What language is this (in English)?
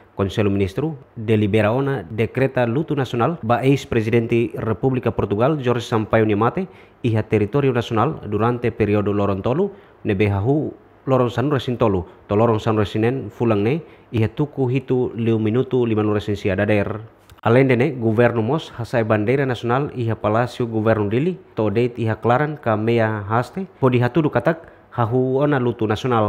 Tetum